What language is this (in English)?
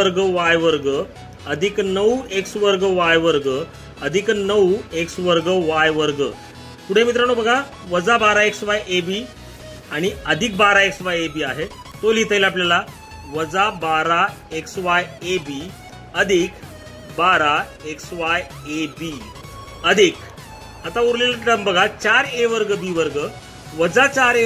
Marathi